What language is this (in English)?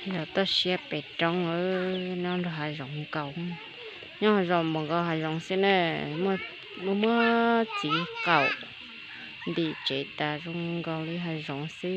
Hmong